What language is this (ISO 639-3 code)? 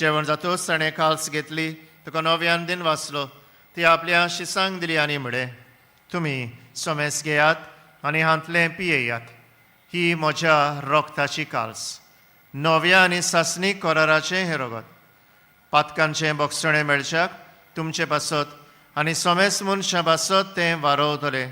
kok